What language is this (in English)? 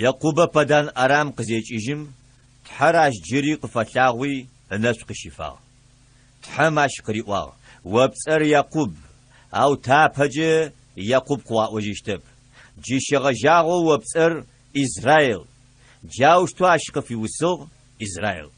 Adyghe